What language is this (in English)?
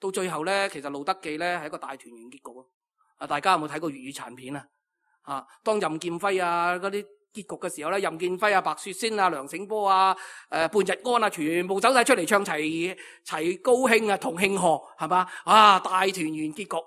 Cantonese